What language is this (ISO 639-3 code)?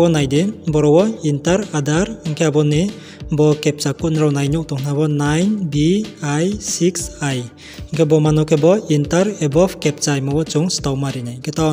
ria